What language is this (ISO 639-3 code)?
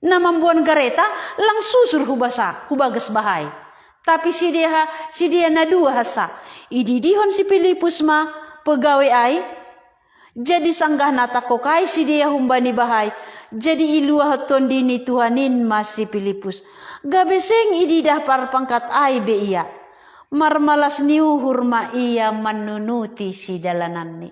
bts